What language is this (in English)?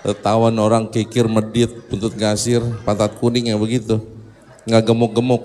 Betawi